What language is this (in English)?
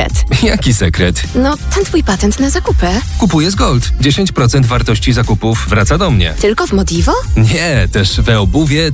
Polish